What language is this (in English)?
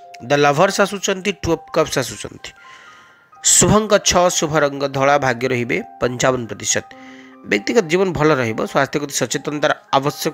Odia